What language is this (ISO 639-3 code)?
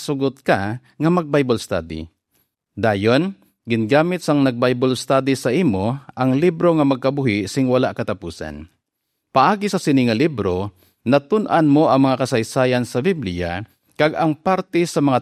hil